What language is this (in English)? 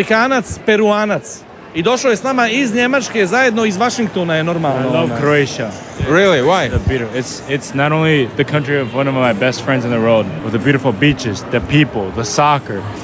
Croatian